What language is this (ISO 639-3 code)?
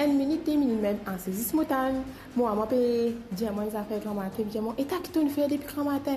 mfe